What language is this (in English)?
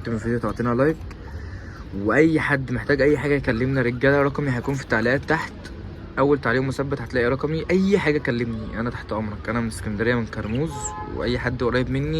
Egyptian Arabic